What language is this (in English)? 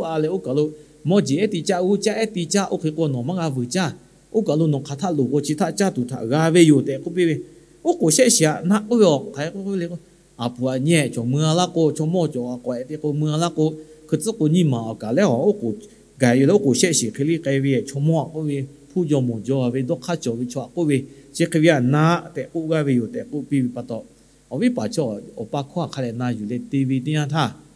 Lahu